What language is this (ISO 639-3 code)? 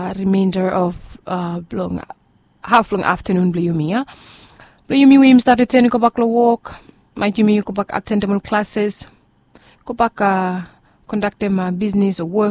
bis